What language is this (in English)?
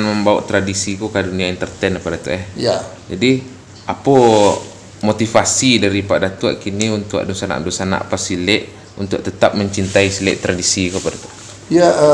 Minangkabau